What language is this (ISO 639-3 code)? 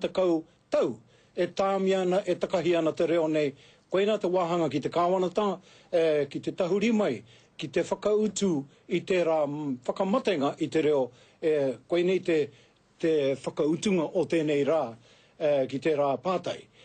mri